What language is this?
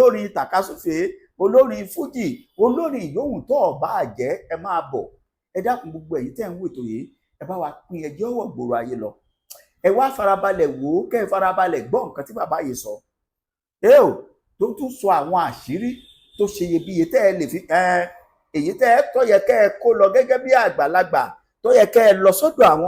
Yoruba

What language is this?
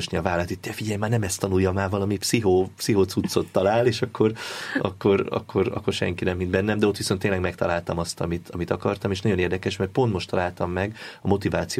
Hungarian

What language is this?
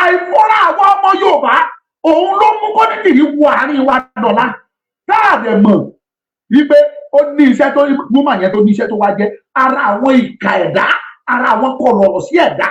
Yoruba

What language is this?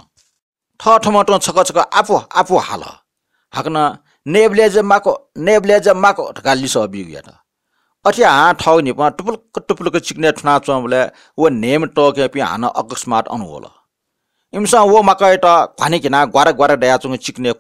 Newari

